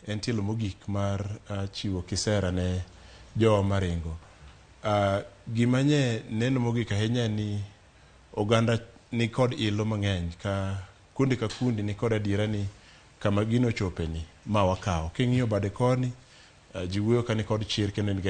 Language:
Luo (Kenya and Tanzania)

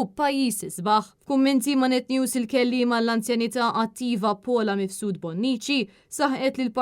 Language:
Maltese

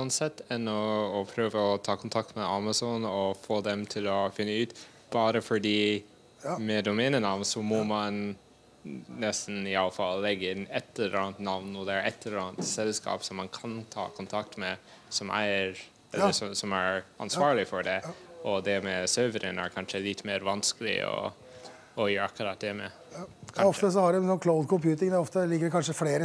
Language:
Norwegian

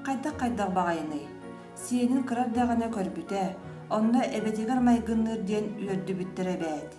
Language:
Yakut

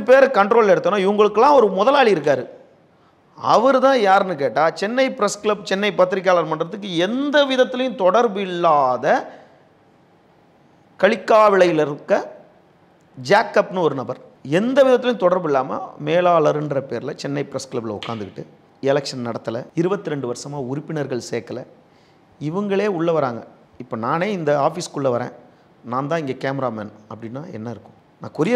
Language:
Tamil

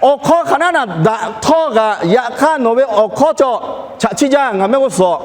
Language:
Lahu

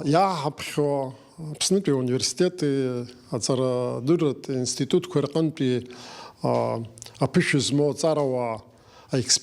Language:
Abkhazian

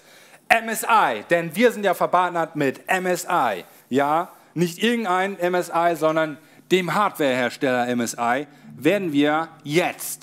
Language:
German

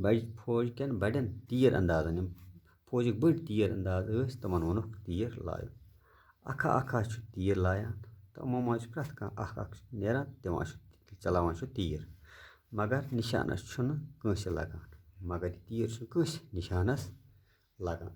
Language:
Kashmiri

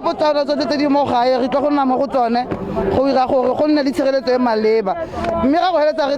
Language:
Tswana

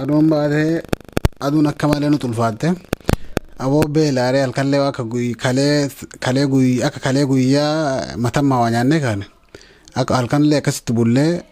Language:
Oromo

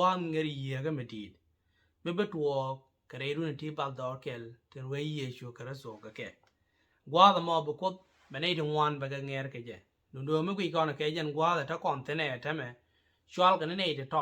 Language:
Nuer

